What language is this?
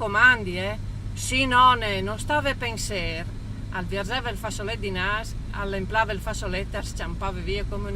Friulian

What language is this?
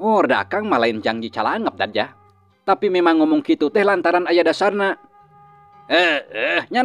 Sundanese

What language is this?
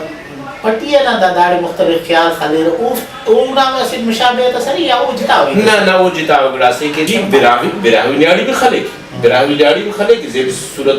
Brahui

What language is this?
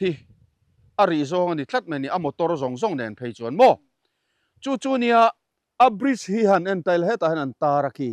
Mizo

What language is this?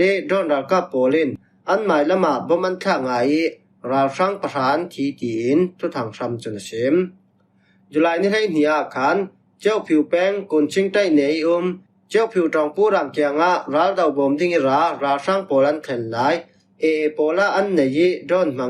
Falam Chin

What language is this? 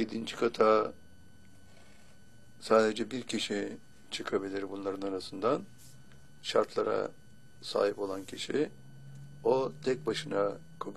Turkish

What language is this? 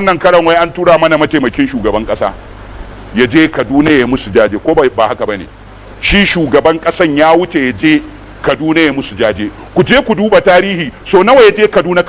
Hausa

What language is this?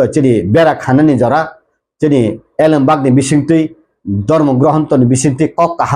Kok Borok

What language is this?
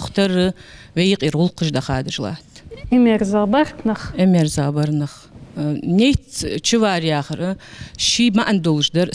Ingush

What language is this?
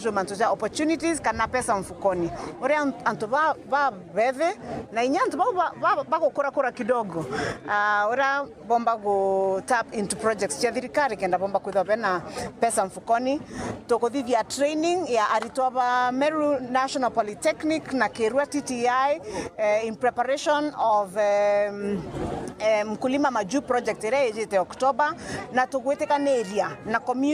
Meru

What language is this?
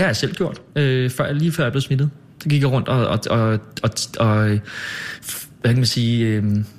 Danish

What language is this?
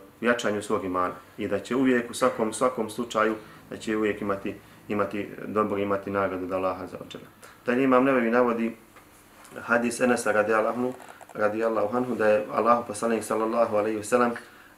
Bosnian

